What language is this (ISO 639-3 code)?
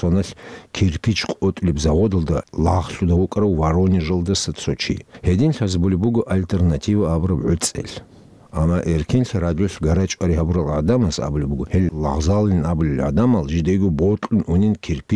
ava